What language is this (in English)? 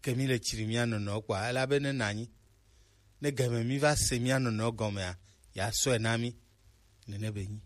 Gen